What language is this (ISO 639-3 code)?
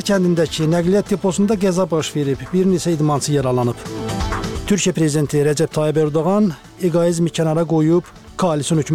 aze